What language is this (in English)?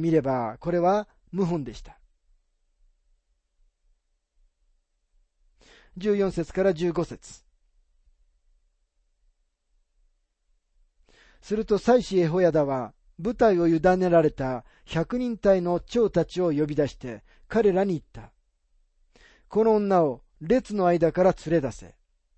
Japanese